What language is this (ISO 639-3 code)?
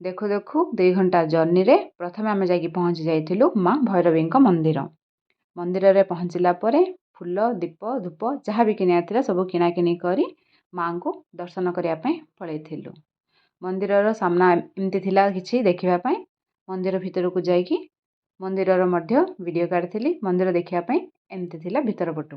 ori